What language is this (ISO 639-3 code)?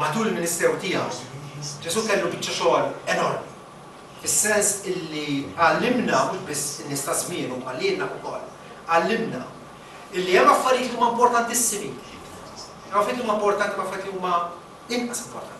mlt